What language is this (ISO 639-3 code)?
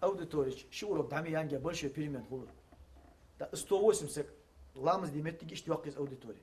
inh